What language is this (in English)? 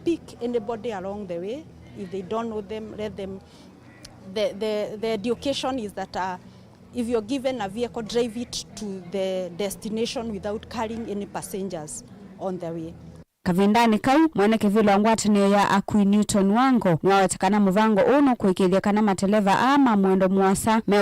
Kamba